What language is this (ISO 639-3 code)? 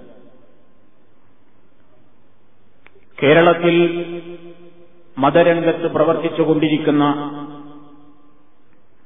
mal